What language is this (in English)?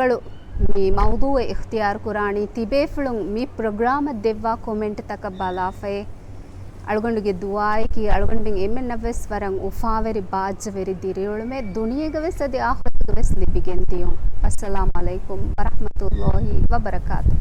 Divehi